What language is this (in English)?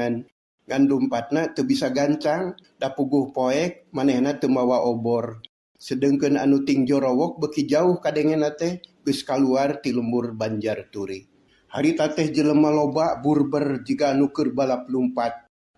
Sundanese